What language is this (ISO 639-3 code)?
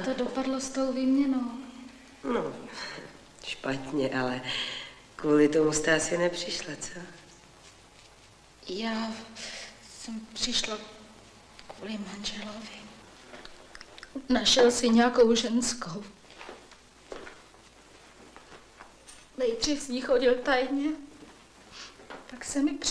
ces